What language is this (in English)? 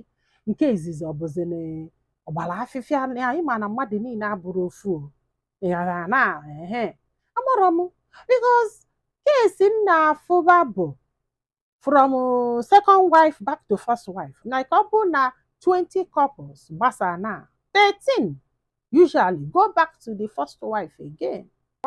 Igbo